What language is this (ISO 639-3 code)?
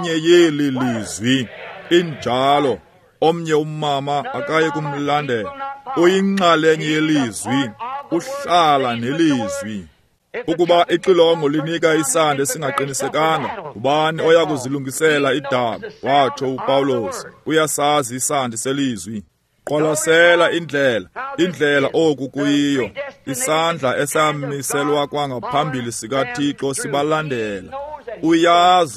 xho